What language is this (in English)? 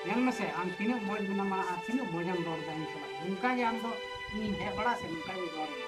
Santali